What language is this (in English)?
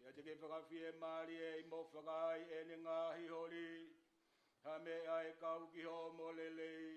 Tongan